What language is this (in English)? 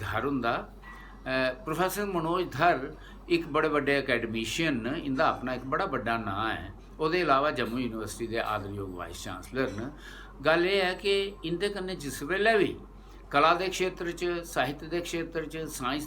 Dogri